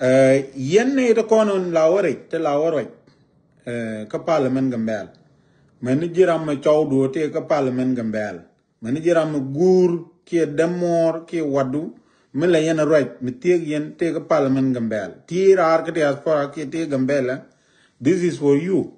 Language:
Nuer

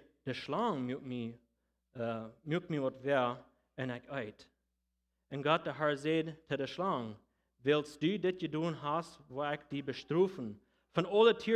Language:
Plautdietsch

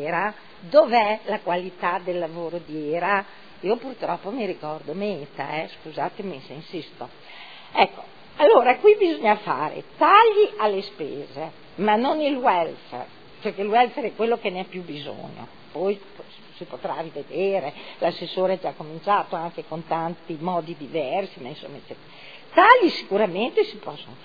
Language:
Italian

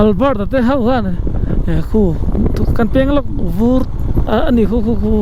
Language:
Mizo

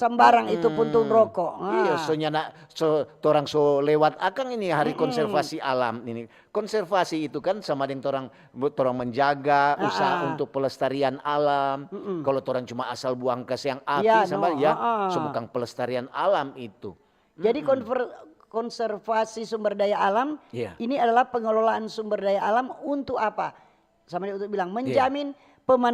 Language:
Manado Malay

